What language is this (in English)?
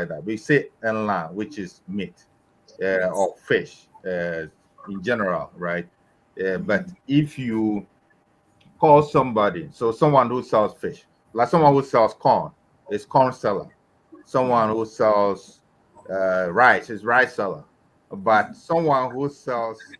Ewe